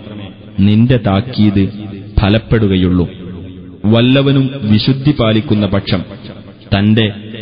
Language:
Malayalam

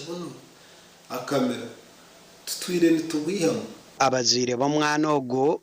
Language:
Nyankole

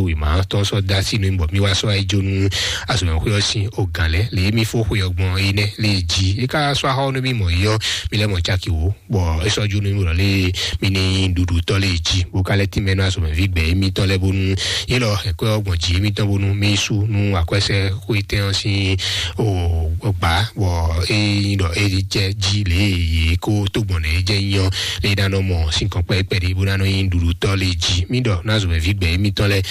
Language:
Fon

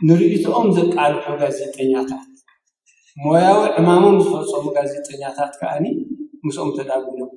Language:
Tigrinya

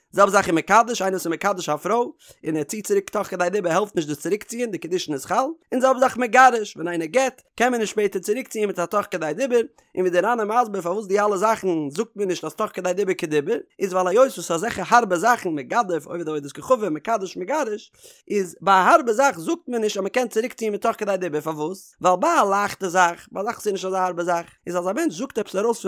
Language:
Yiddish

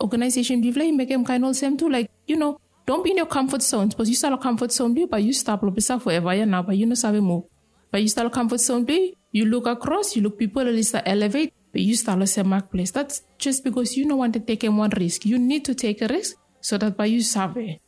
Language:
Bislama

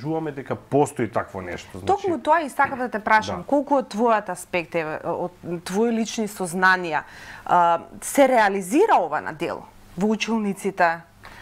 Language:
Macedonian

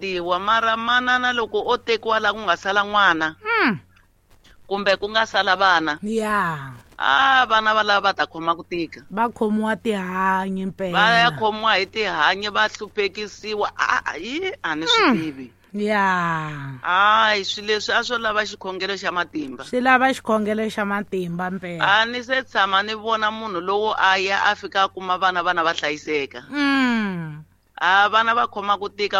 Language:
Tsonga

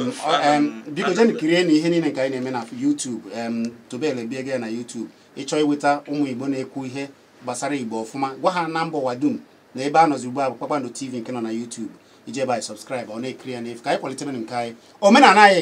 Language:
Igbo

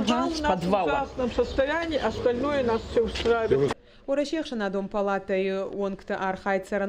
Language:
Ossetic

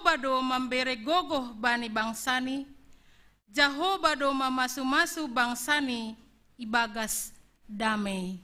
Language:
Batak Simalungun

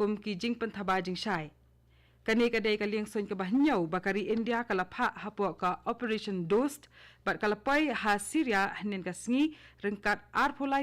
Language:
Khasi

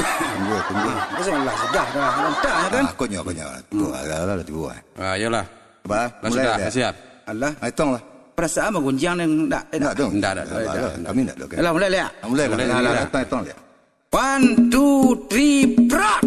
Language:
Minangkabau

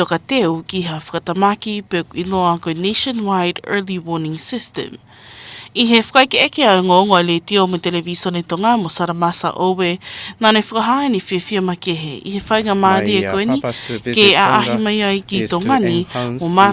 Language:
Tongan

